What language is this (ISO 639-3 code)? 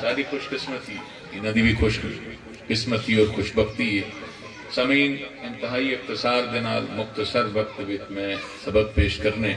skr